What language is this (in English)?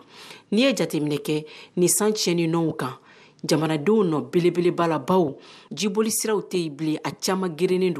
Bambara